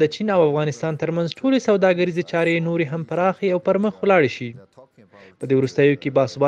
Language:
Pashto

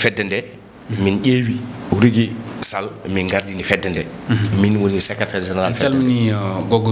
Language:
Fula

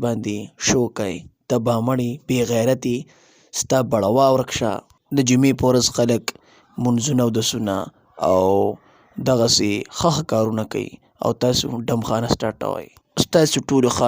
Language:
Pashto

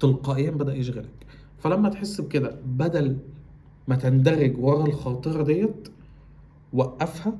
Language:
Egyptian Arabic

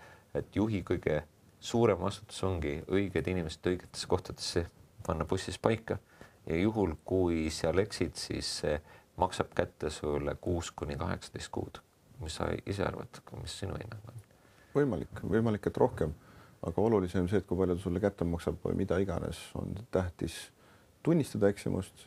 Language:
Estonian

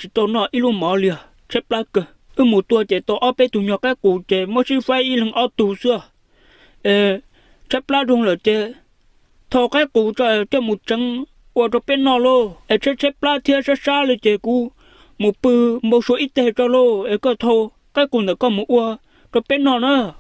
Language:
Hmong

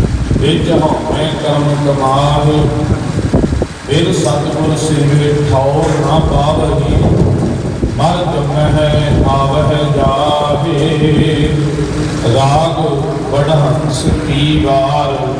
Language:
Punjabi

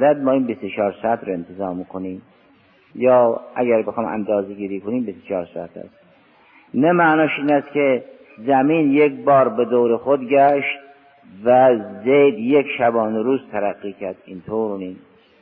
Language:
Persian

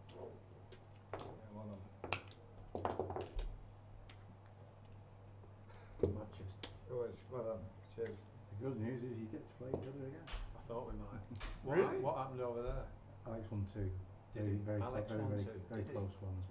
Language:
English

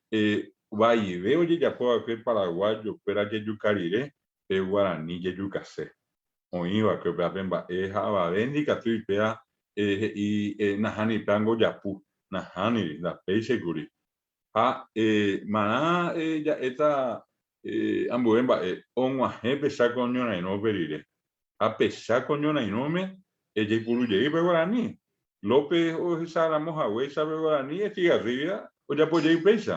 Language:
Guarani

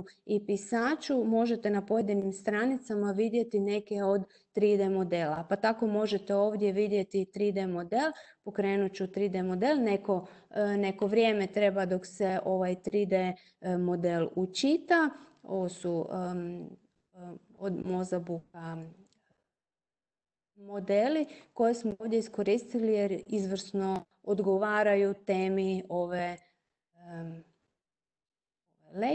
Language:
Croatian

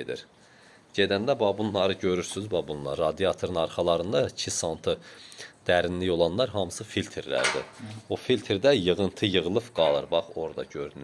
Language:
Azerbaijani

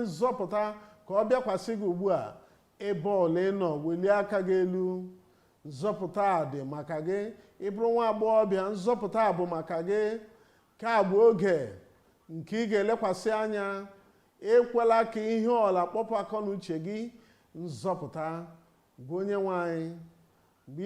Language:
Igbo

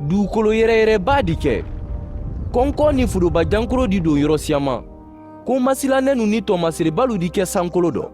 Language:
Mandingo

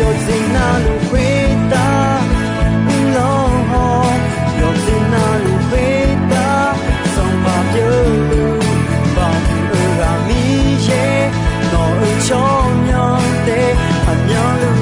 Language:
Akha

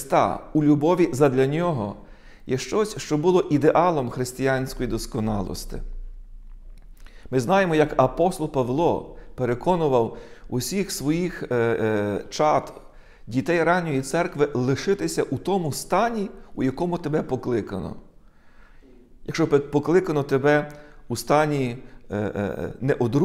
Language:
Ukrainian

